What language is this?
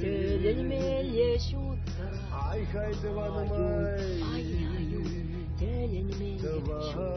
Chuvash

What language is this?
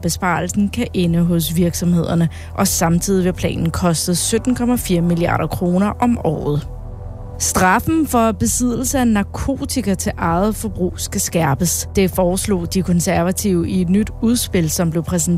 Danish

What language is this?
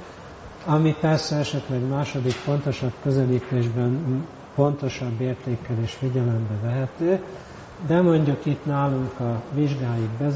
Hungarian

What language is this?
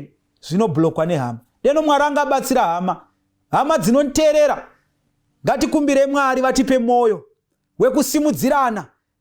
Shona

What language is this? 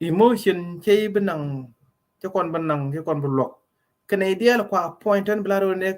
Nuer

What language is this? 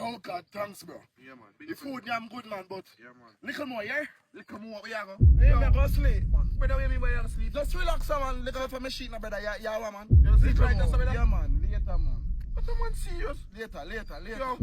Jamaican Creole English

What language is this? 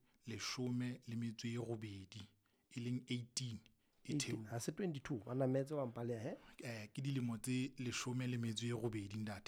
Southern Sotho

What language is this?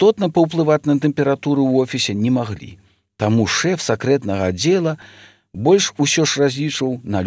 Belarusian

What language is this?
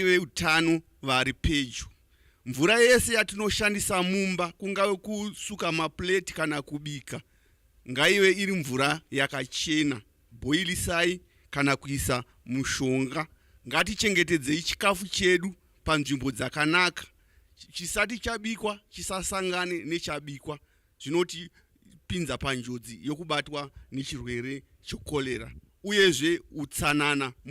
Shona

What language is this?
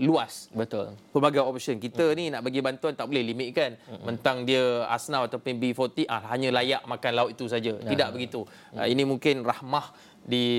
Malay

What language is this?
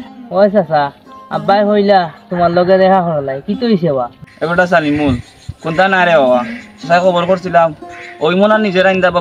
Sylheti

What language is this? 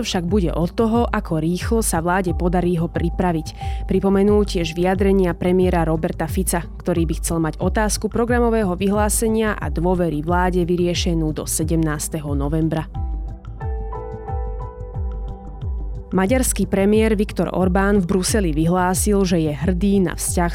Slovak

